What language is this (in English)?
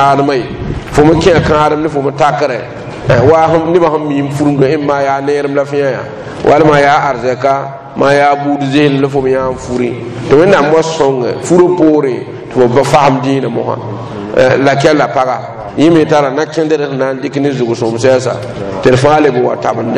Mossi